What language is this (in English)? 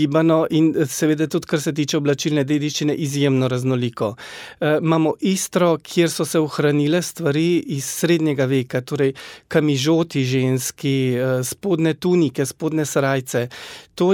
Slovenian